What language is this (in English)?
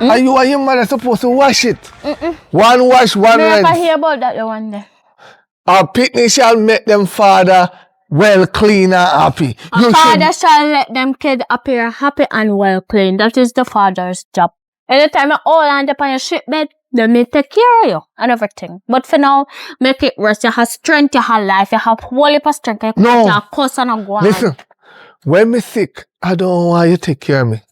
Jamaican Creole English